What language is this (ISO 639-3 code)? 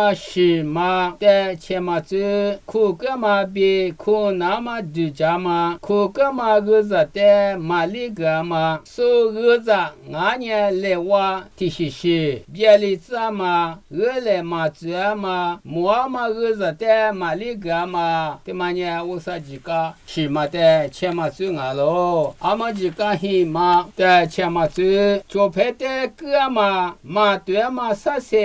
lis